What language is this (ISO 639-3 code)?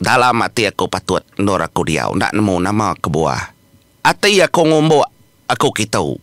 iba